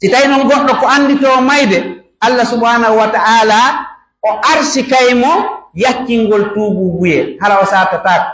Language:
Pular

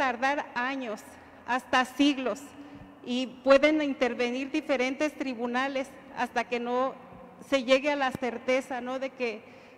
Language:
Spanish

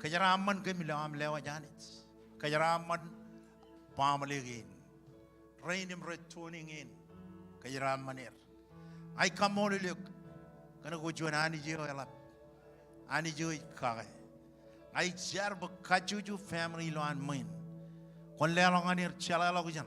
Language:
Marshallese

